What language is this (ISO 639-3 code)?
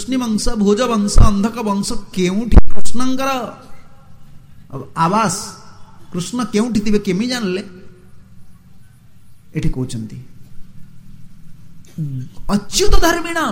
ori